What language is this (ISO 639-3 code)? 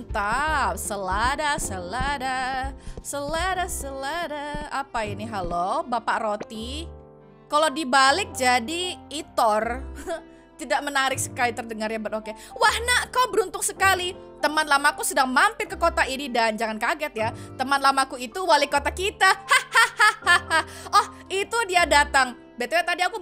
ind